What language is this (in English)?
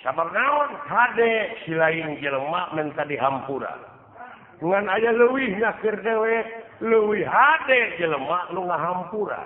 Sundanese